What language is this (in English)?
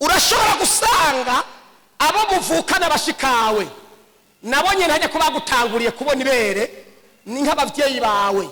Rundi